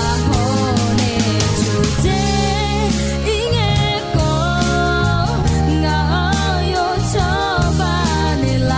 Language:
Akha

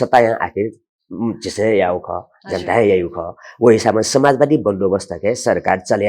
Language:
Newari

